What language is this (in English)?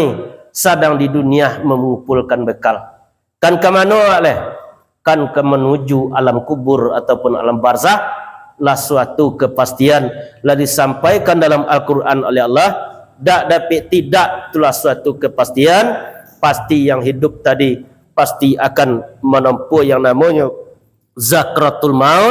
Minangkabau